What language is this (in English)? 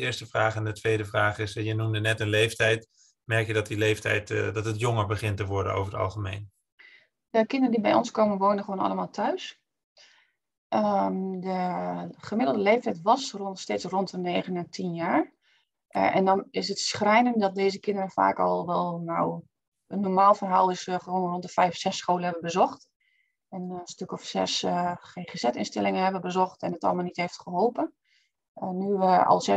Dutch